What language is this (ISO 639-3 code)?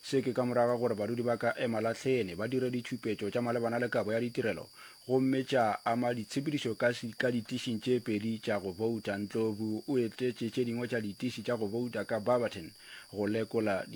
nso